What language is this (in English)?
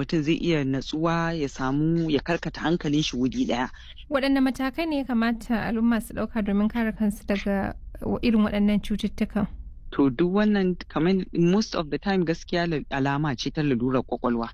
Hausa